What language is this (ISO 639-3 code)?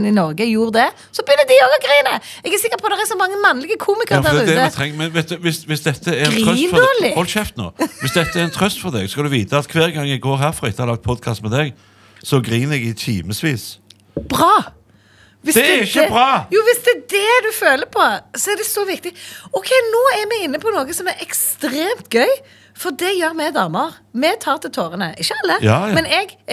nor